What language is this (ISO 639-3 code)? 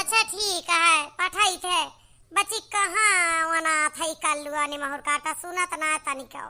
awa